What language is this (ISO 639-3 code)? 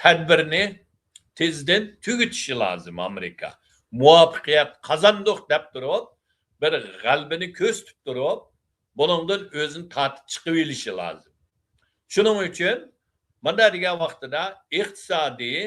uig